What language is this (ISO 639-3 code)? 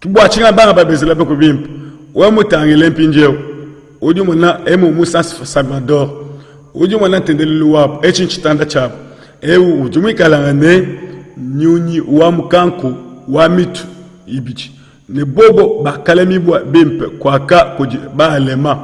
lua